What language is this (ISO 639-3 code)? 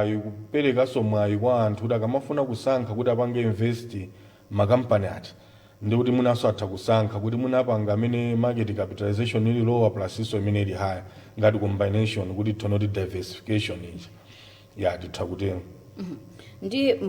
nya